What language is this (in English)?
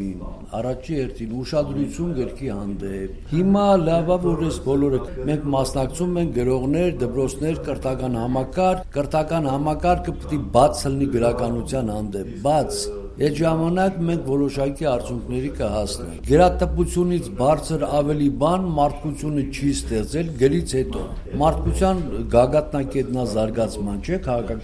Armenian